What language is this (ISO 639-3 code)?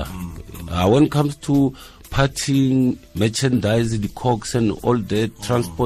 tsn